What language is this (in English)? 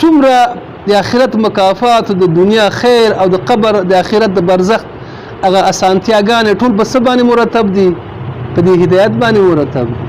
Pashto